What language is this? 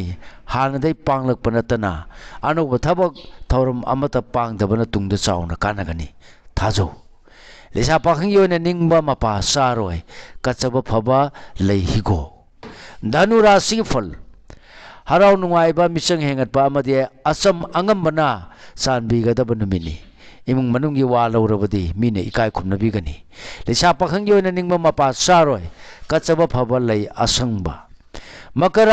Manipuri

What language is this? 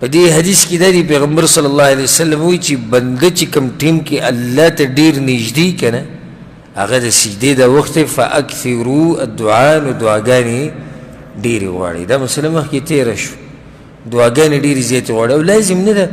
Pashto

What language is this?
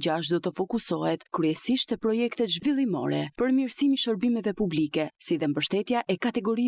Albanian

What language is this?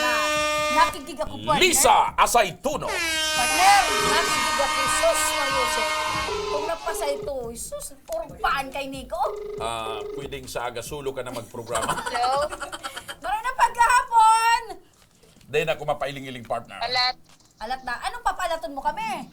Bikol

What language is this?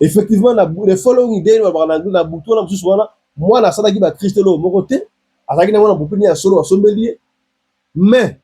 Lingala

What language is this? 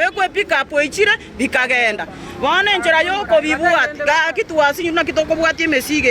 Gusii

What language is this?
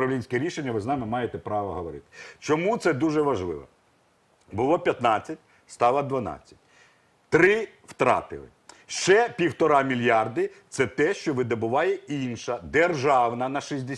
Ukrainian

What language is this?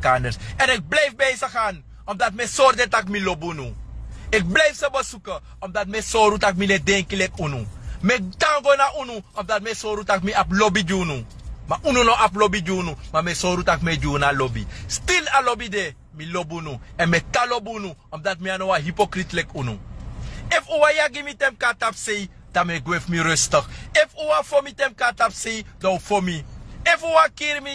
Sranan Tongo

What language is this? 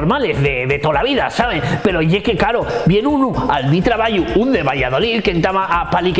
Asturian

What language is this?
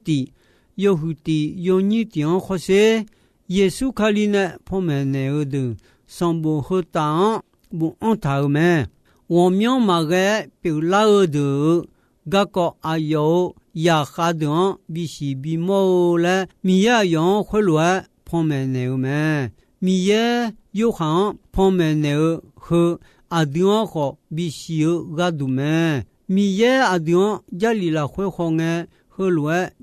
Akha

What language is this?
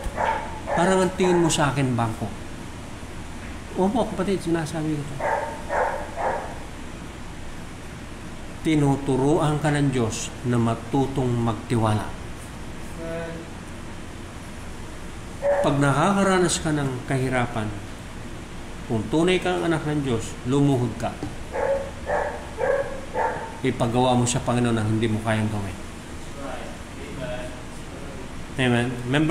Filipino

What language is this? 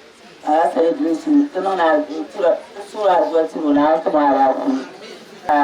Dagbani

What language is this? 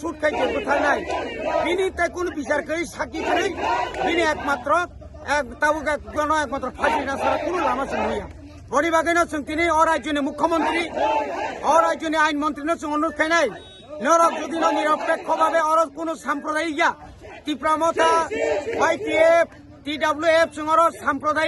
Kok Borok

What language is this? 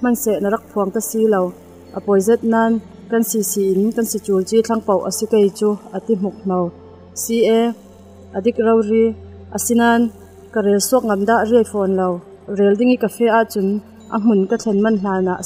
Falam Chin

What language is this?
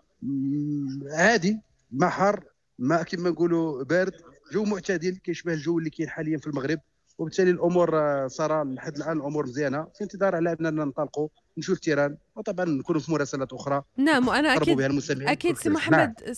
Moroccan Arabic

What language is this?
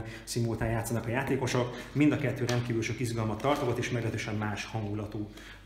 Hungarian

